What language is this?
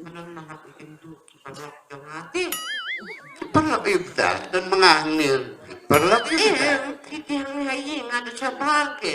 Khasi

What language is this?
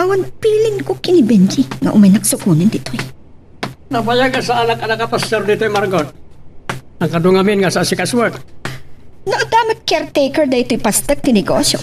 Iloko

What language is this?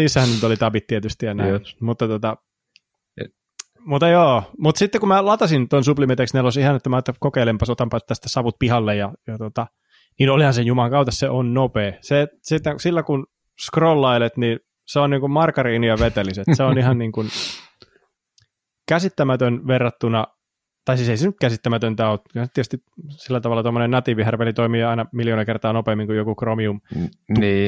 Finnish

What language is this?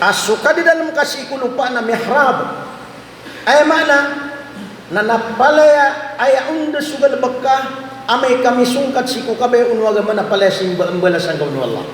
Maranao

